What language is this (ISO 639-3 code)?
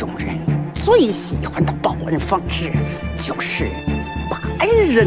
zho